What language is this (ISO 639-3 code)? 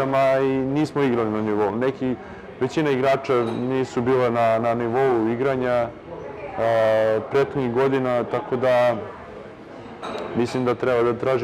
srp